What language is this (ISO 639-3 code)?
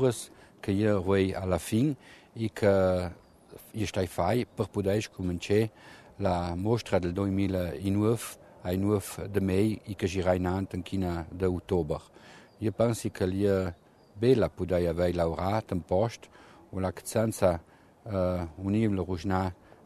ita